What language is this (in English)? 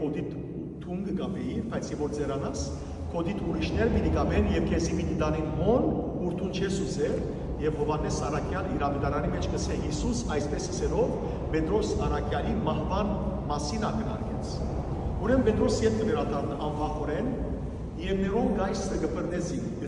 Western Armenian